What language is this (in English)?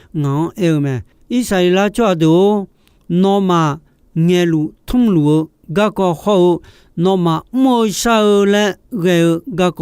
Akha